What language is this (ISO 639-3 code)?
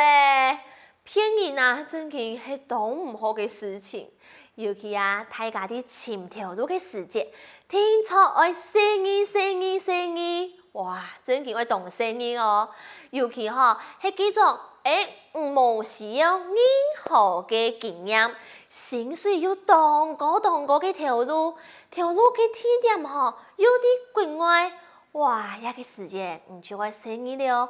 hak